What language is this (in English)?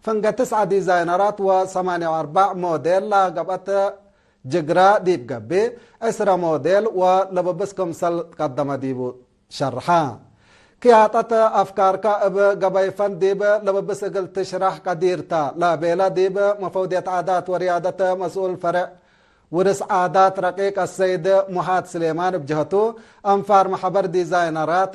Tigre